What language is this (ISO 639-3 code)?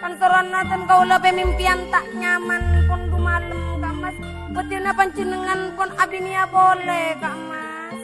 mad